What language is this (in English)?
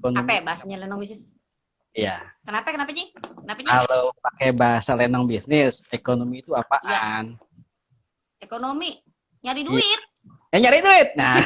Betawi